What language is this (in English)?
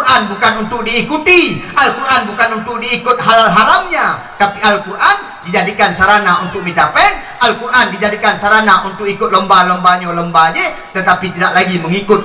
Achinese